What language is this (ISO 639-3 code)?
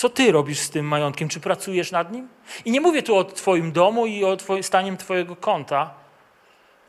pol